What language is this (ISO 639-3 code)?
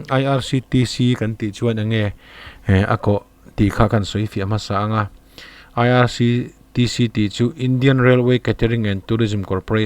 lus